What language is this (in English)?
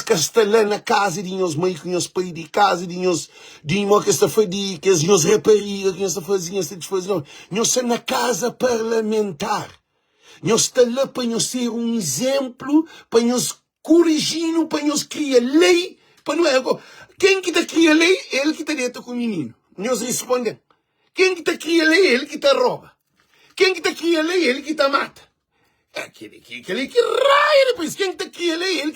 Kabuverdianu